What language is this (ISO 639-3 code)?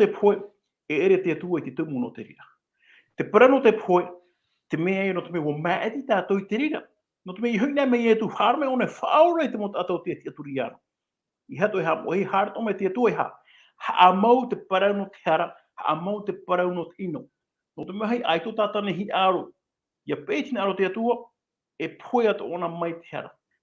tah